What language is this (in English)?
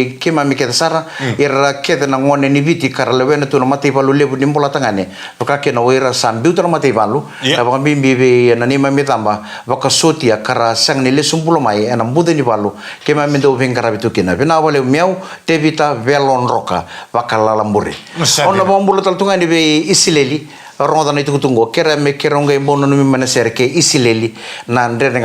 Fijian